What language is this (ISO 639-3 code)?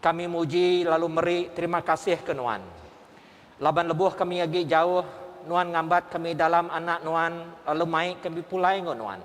iba